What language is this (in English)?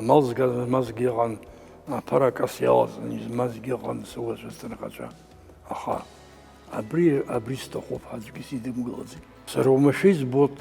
Abkhazian